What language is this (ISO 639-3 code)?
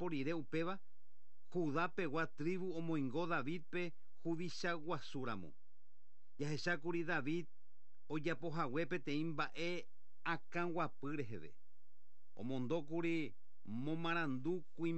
grn